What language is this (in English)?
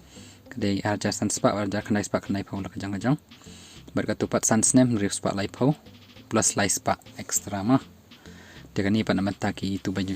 Khasi